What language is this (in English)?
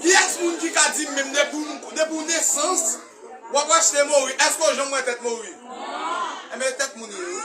Haitian Creole